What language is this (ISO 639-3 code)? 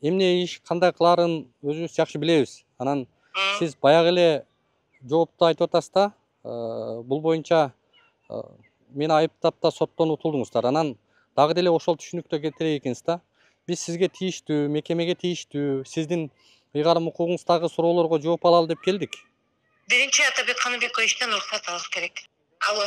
kir